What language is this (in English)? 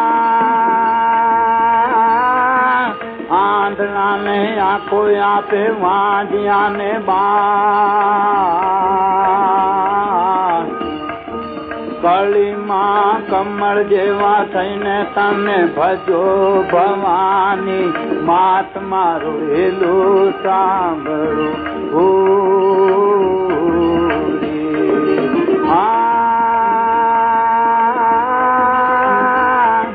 Gujarati